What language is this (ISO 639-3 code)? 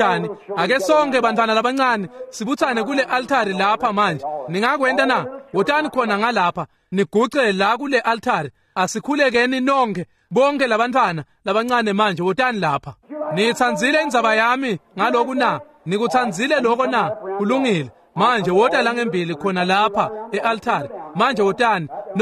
ssw